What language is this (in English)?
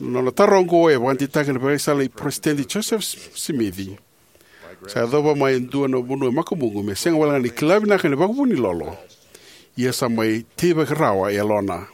Fijian